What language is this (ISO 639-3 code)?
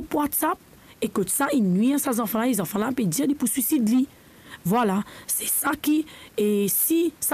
mfe